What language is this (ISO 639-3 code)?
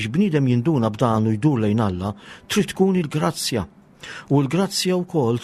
mlt